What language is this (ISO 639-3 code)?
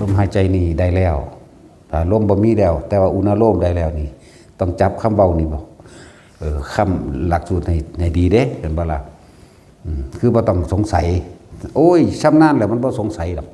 tts